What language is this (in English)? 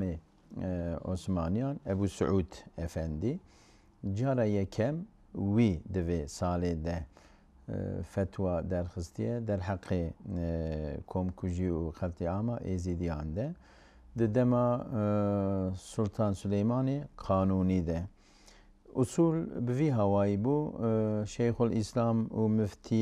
Kurdish